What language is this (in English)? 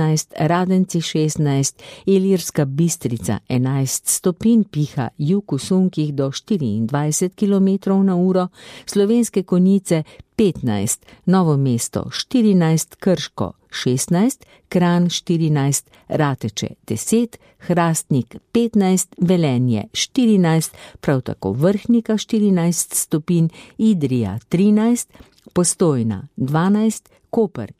Slovenian